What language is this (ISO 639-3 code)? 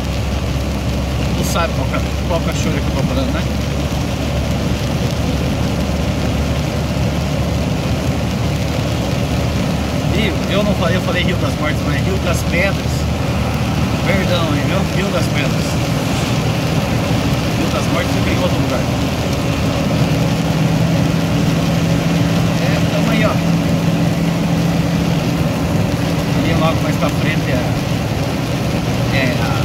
por